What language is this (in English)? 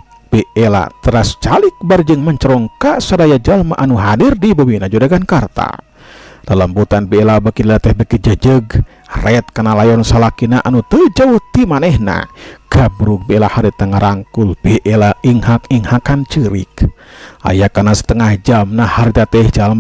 Sundanese